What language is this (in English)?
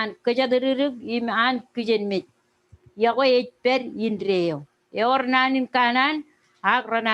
Marshallese